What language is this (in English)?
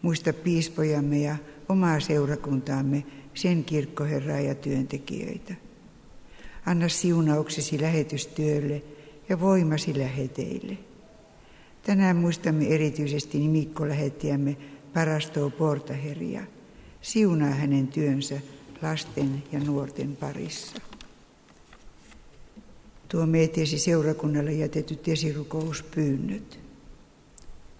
Finnish